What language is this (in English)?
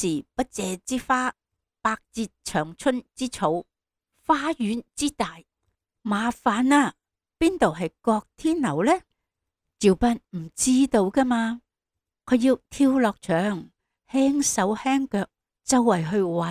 Cantonese